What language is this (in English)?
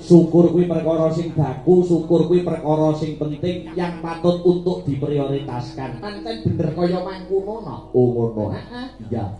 Javanese